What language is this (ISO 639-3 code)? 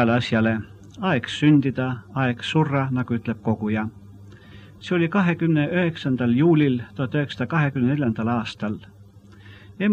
est